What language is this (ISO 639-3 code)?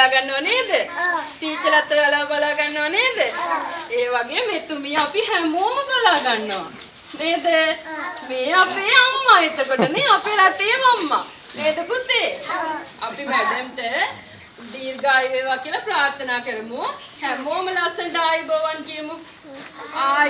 sin